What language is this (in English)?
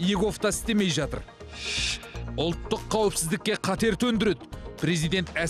Kazakh